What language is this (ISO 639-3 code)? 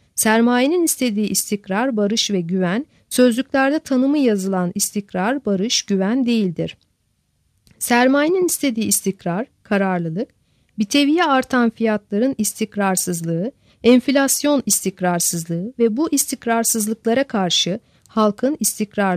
tur